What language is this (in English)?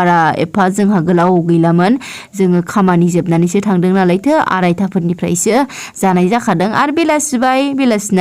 Bodo